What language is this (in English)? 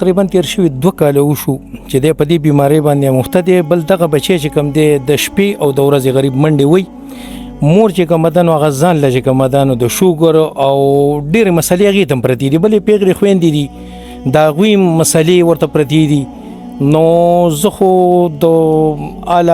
Pashto